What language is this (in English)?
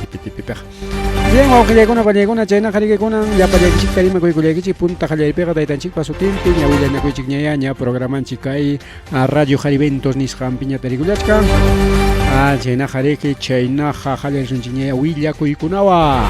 Ayacucho Quechua